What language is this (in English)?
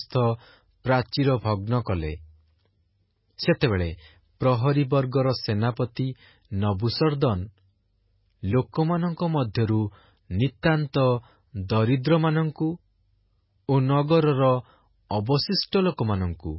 Odia